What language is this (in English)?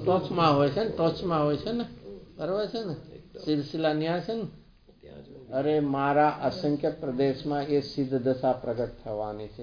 Gujarati